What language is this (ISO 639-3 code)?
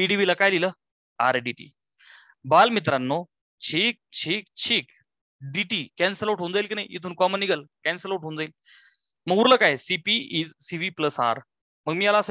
mar